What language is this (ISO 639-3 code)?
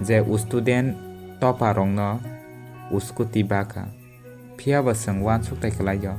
trp